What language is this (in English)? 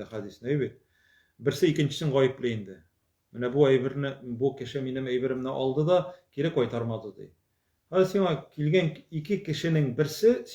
Tatar